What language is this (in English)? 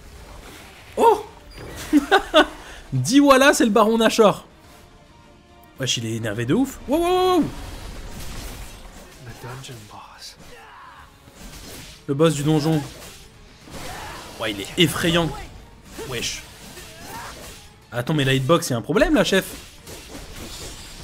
French